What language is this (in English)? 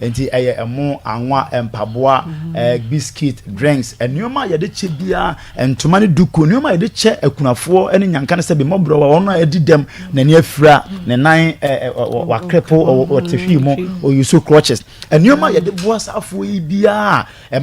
Akan